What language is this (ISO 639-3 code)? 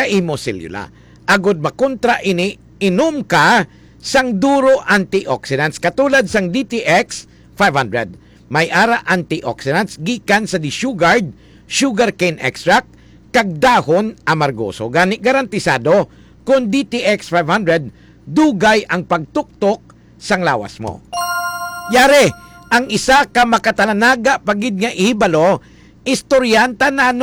hil